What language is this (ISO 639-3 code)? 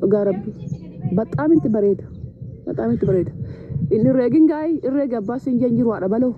orm